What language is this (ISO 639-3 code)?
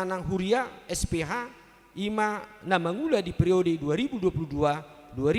bbc